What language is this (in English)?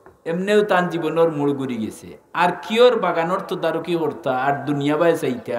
Sylheti